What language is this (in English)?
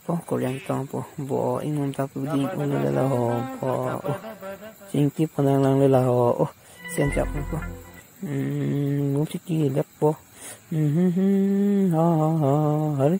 Karbi